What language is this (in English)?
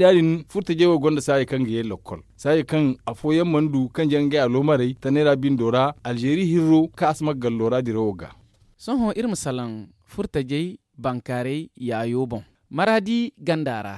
Zarma